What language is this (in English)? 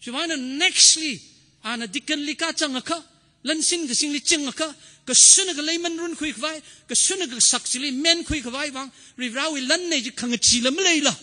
Tangkhul Naga (India)